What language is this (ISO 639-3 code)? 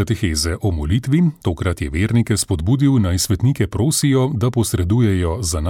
slv